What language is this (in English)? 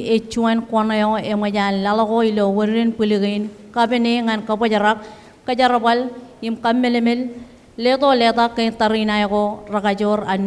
Marshallese